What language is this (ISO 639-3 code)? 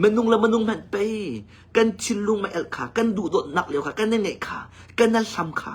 cnh